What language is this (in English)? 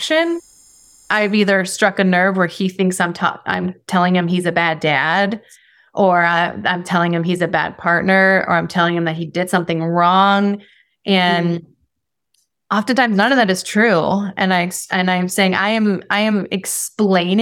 English